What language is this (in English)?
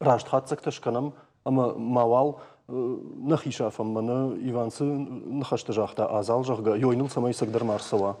Ossetic